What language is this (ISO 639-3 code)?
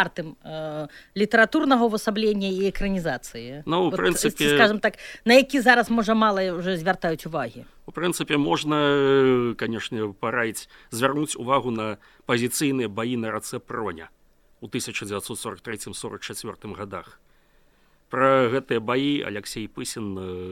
bel